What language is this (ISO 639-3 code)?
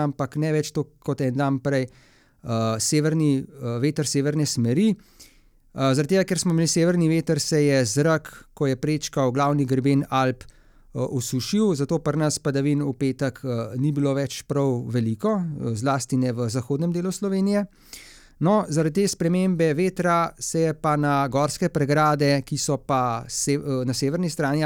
slv